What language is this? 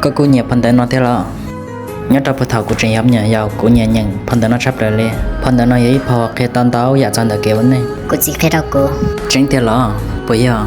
Hmong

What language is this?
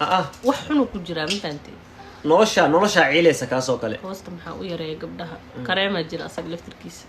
Somali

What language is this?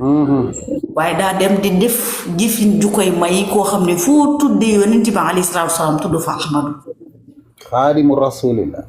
Wolof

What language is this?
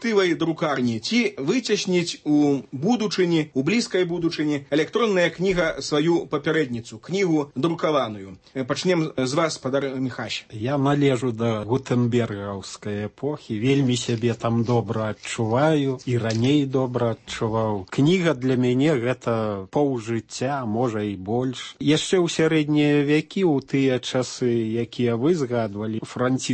Belarusian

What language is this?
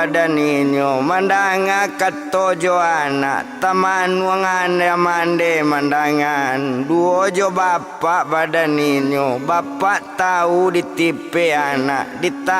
Minangkabau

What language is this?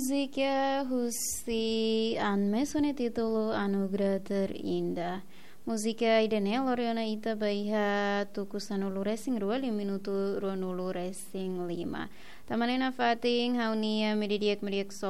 Tetum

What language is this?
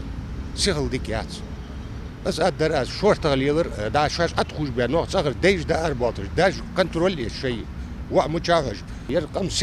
Ingush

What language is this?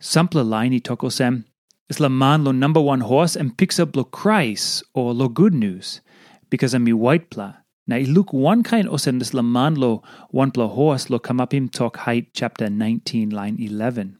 Tok Pisin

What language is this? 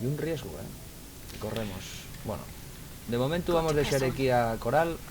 Asturian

